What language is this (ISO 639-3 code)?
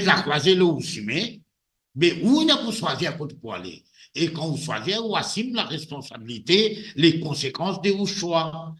mfe